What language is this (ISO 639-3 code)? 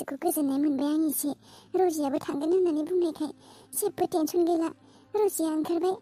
brx